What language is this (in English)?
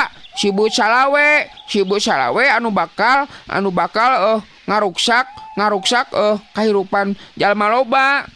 Sundanese